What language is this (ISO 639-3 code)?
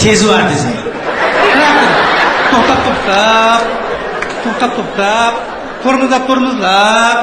uzb